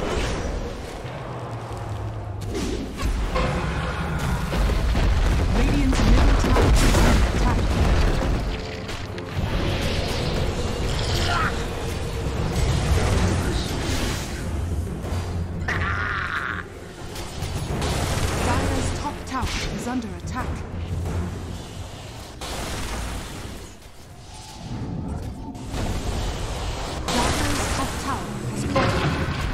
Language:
English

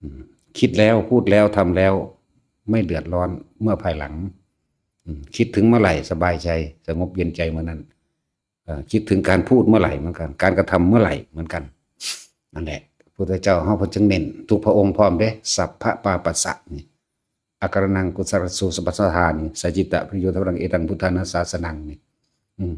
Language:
Northeastern Thai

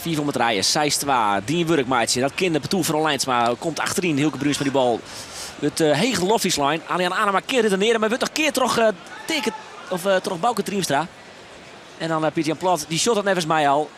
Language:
Western Frisian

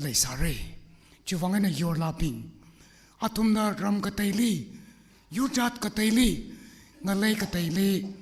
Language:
Tangkhul Naga (India)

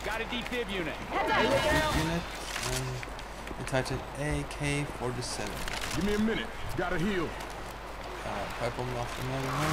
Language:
Faroese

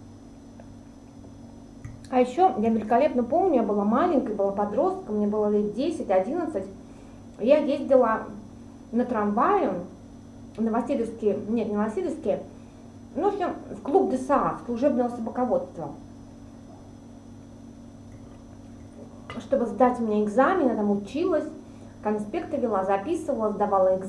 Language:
Russian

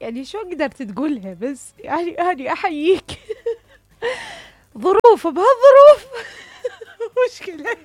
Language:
Mesopotamian Arabic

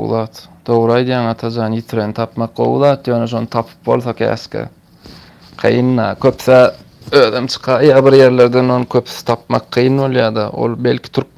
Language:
Turkmen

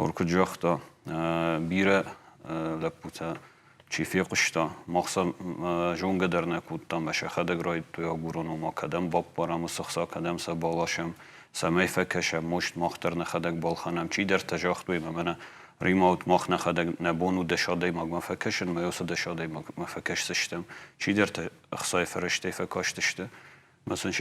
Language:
Ossetic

